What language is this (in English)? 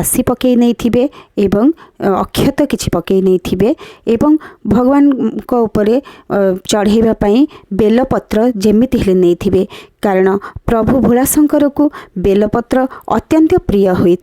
Odia